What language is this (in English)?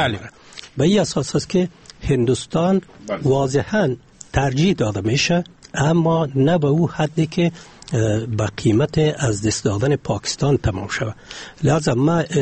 Persian